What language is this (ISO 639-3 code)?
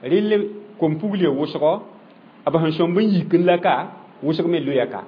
mos